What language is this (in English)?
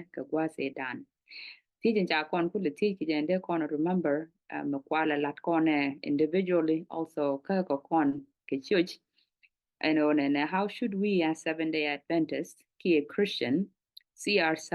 Nuer